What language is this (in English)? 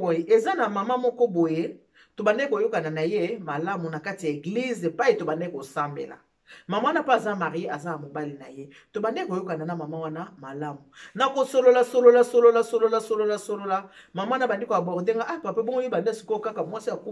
Lingala